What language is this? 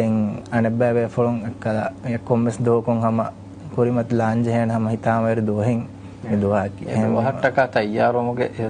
Divehi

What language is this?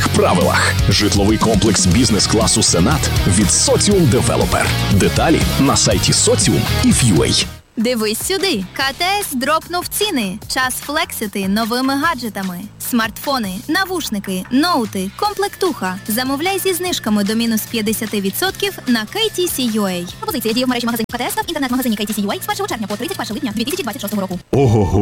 Ukrainian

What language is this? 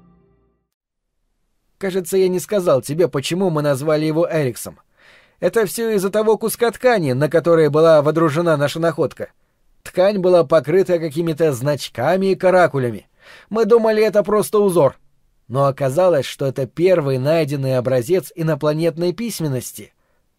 Russian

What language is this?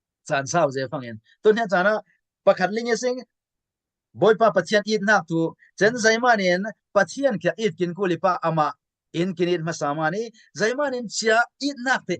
Falam Chin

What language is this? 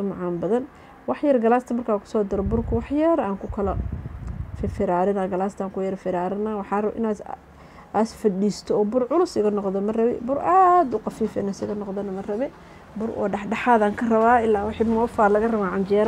Somali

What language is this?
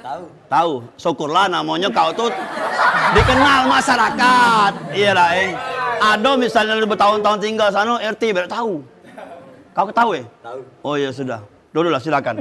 Musi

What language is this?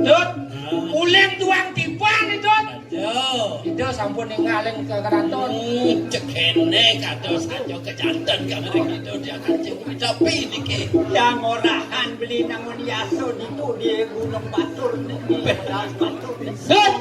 Balinese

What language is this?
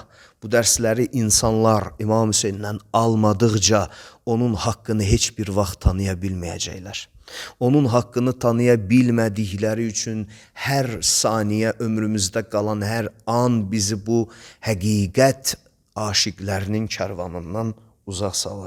Azerbaijani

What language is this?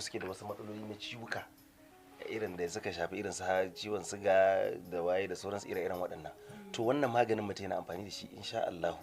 Hausa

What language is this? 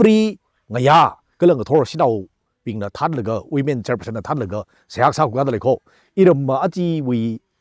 Tangkhul Naga (India)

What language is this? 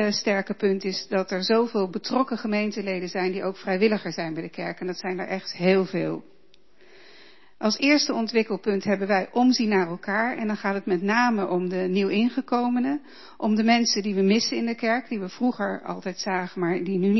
Dutch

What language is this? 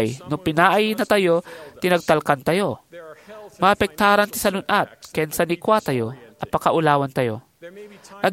Iloko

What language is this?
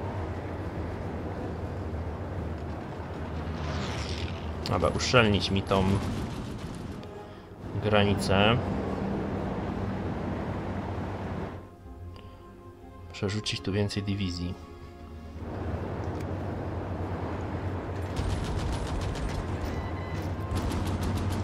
Polish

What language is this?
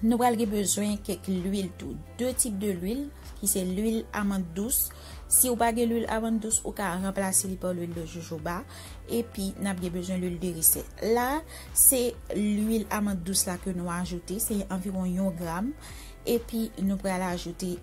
Haitian Creole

